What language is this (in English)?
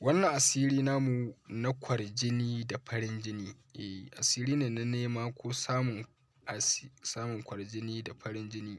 Hausa